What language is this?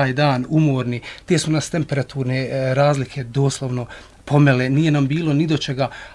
Bosnian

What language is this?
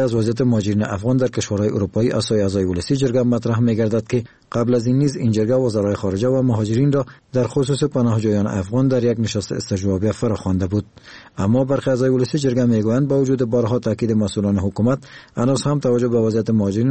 Persian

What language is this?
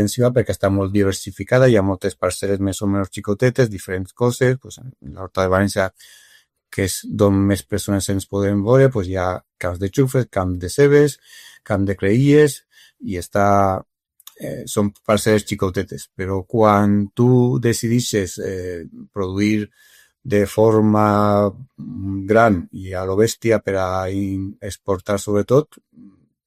Catalan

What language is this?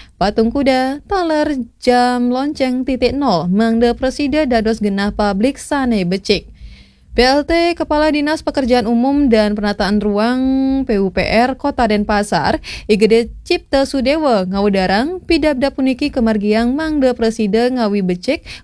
Balinese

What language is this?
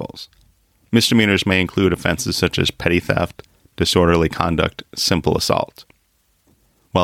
English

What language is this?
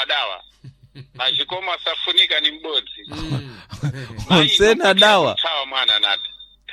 Sena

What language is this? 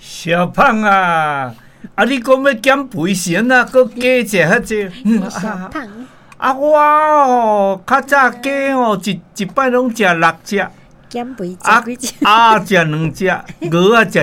Min Nan Chinese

